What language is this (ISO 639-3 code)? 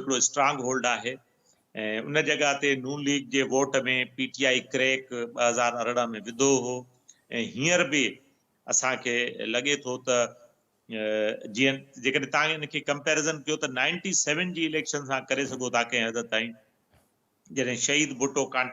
snd